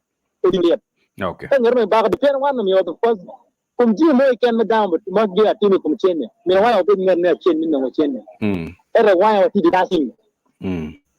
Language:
Acoli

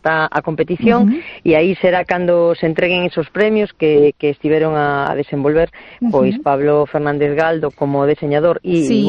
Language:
Galician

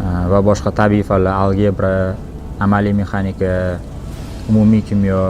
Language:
Uzbek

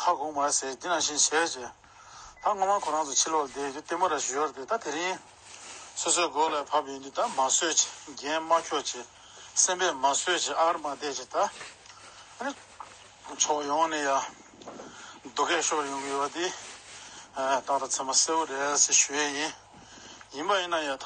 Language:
Tibetan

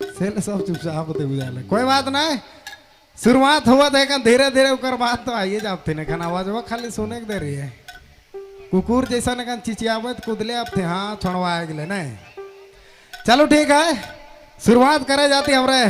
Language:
Sadri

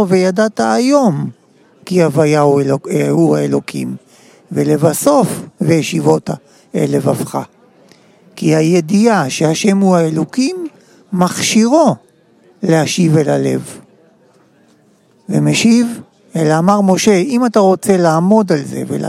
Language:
Hebrew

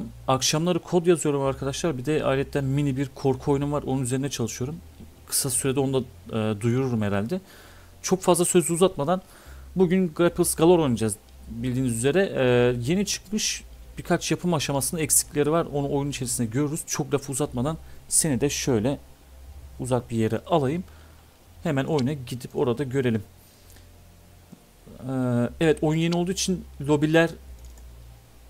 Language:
Turkish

